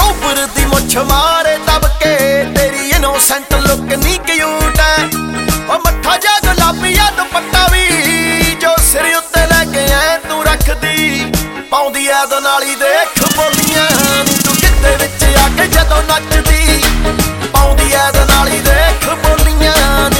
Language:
Punjabi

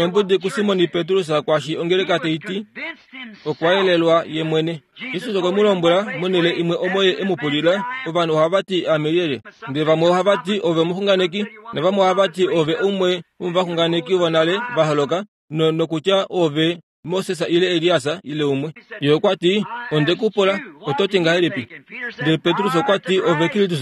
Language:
Kuanyama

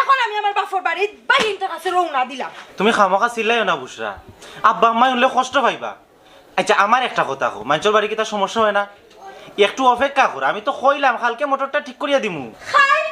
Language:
Sylheti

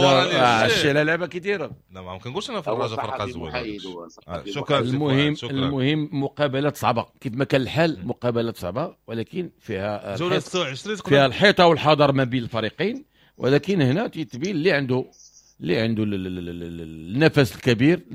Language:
Moroccan Arabic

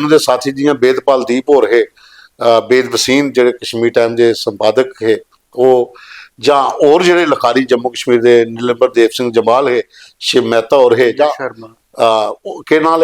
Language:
Dogri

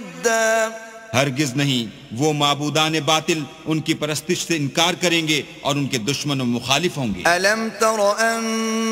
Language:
Urdu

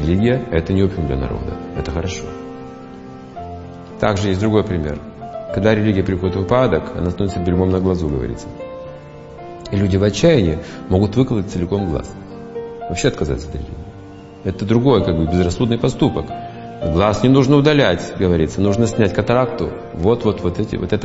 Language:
Russian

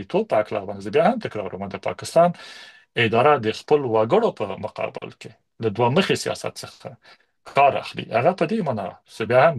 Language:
Pashto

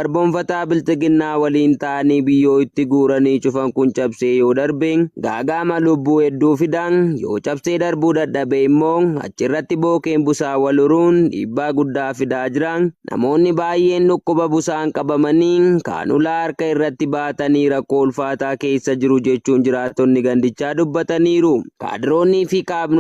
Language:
Oromo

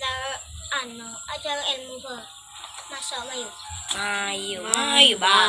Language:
Madurese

